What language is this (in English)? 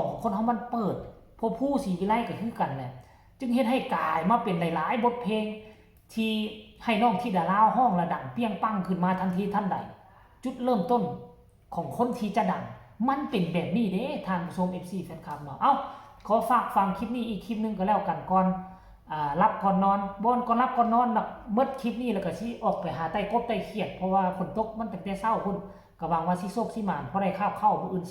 Northeastern Thai